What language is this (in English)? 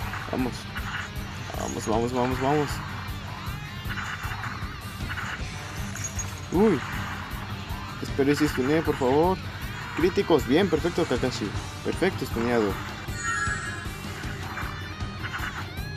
Spanish